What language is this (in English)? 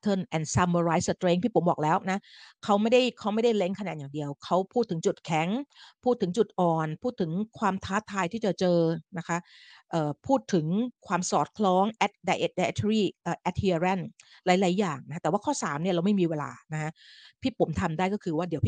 Thai